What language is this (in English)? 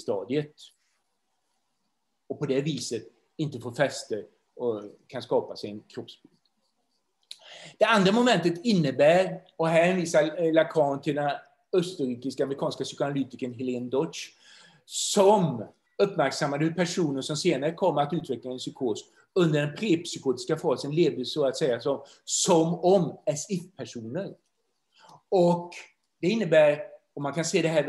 Swedish